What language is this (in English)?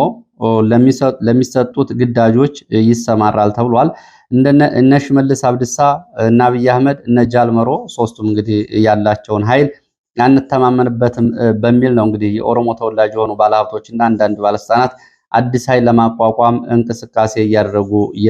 Amharic